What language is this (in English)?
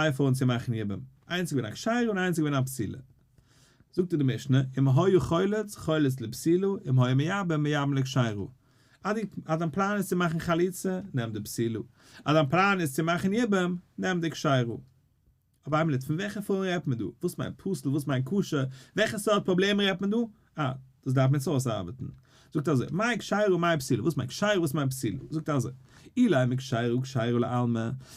Yiddish